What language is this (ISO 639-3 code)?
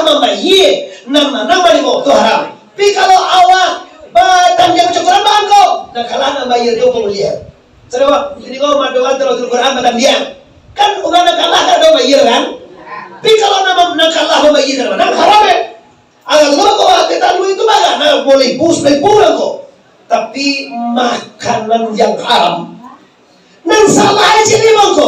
min